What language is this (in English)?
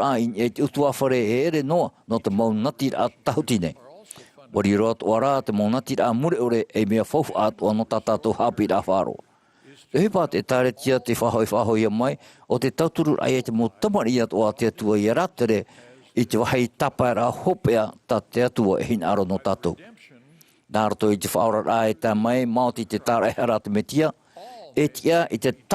Tahitian